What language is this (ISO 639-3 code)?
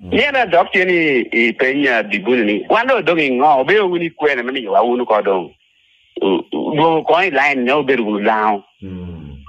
laj